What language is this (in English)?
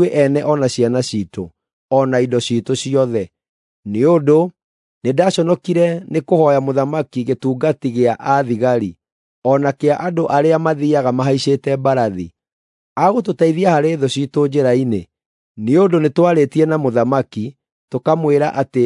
Kikuyu